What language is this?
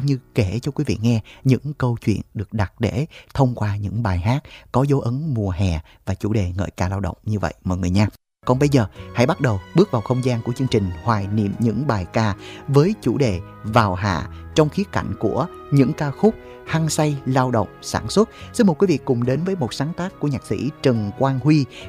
Vietnamese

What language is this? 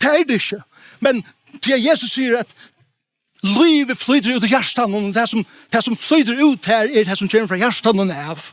Faroese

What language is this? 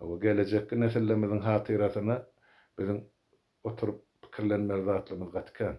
Turkmen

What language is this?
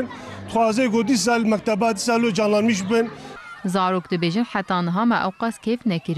Kurdish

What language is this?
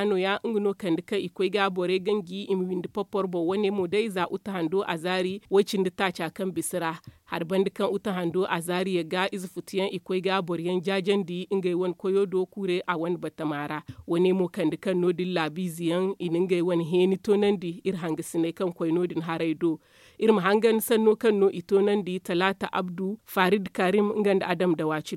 Zarma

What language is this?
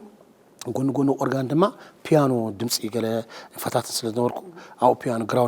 Tigrinya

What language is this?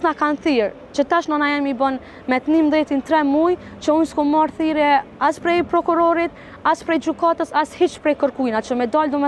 Albanian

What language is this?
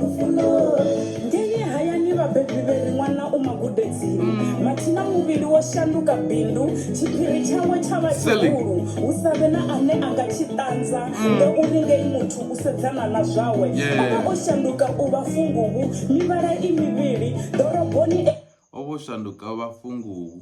Venda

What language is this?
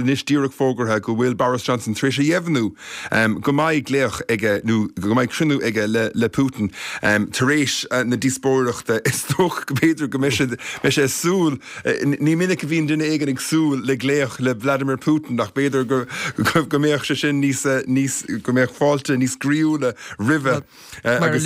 Irish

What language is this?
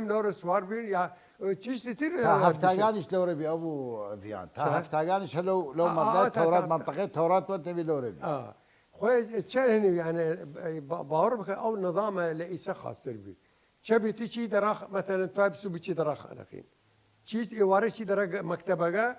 Southern Kurdish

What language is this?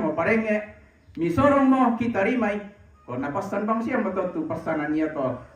Toraja-Sa'dan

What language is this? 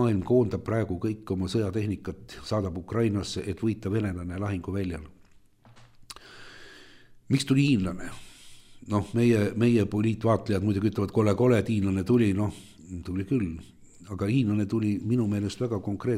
Estonian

